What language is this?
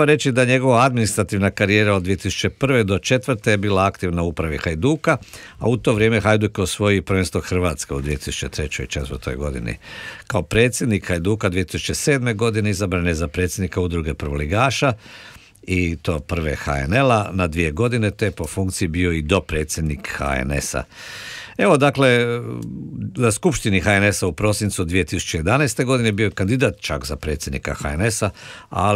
Croatian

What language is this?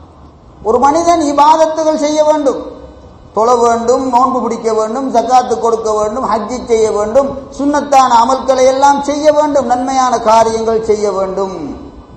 Tamil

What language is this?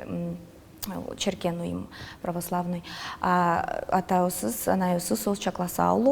Udmurt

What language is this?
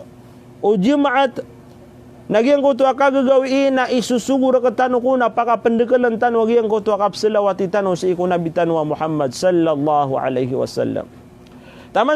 Maranao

